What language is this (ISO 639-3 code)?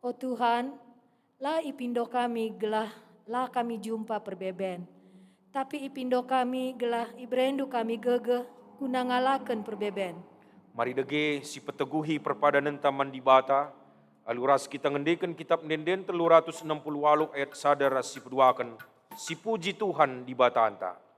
btx